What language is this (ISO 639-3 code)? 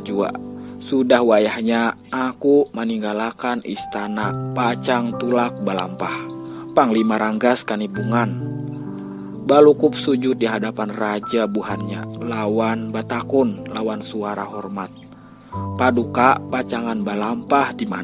bjn